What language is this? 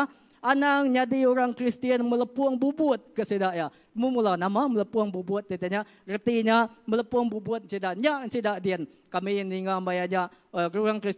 Iban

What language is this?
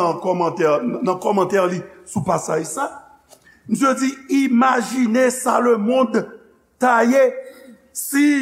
Haitian Creole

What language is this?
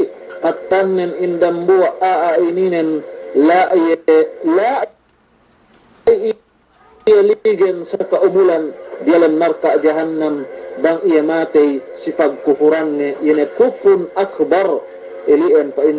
Yakan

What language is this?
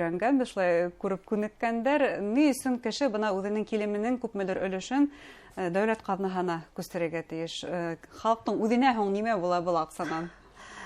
Bashkir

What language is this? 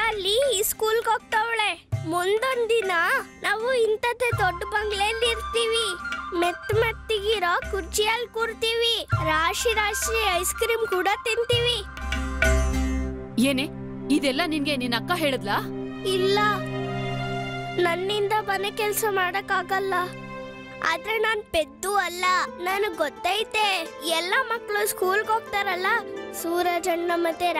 Kannada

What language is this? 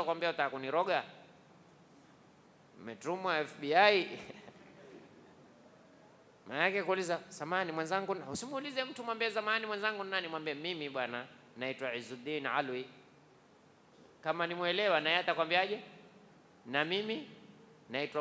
Swahili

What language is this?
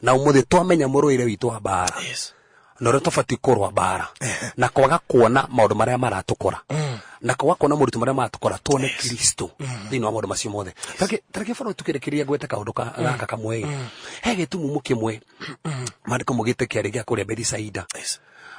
Kikuyu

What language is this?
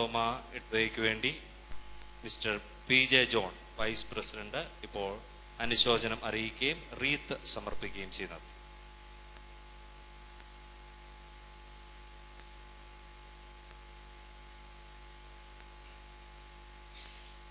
Malayalam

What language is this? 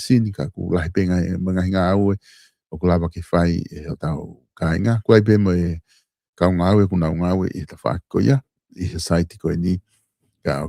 Tongan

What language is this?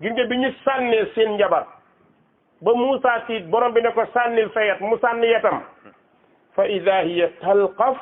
Wolof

